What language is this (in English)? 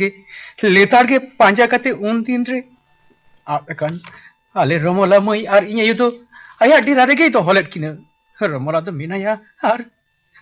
Santali